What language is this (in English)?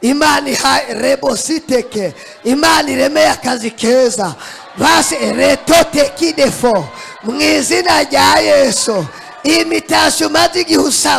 Rundi